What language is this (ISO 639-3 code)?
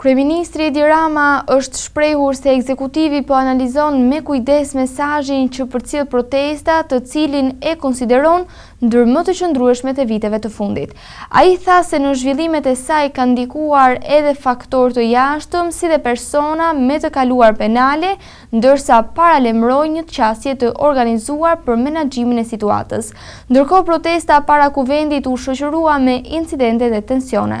sqi